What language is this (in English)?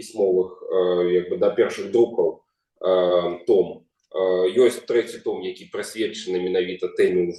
Belarusian